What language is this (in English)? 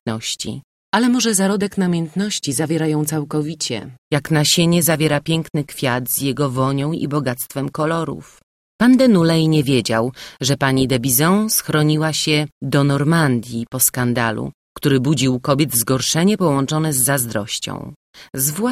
Polish